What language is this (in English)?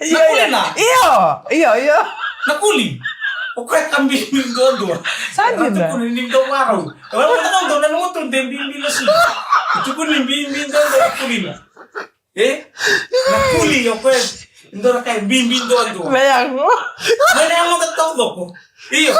Fijian